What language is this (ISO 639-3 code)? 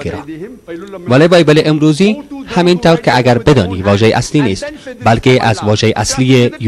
tgk